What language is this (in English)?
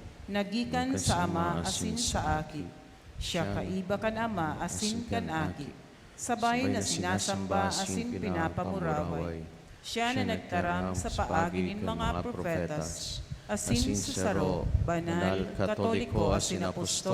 Bikol